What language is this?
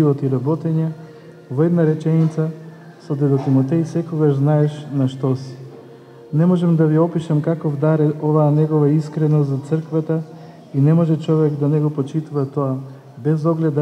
Macedonian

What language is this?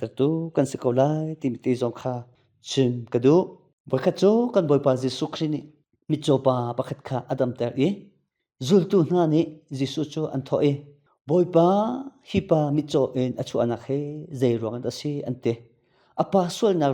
Hakha Chin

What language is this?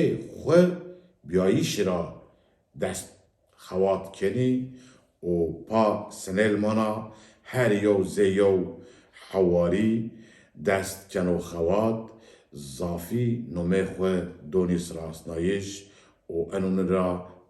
Zaza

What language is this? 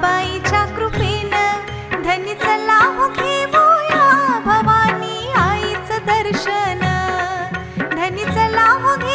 Marathi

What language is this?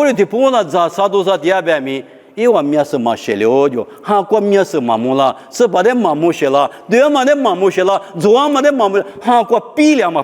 Lisu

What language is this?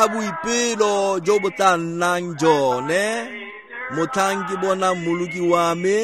Tswana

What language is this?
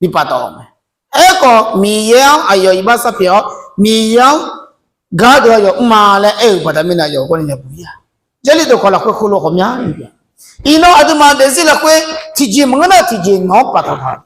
Akha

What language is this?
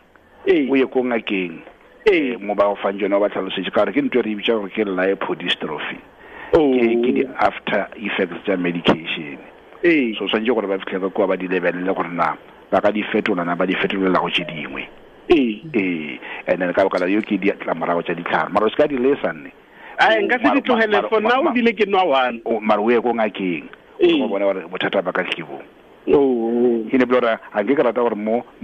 Tswana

